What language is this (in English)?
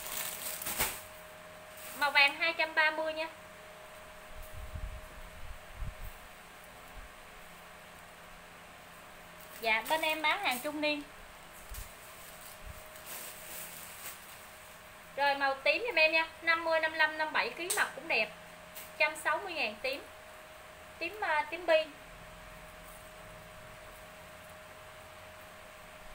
Vietnamese